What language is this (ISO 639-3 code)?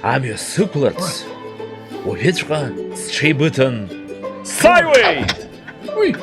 abk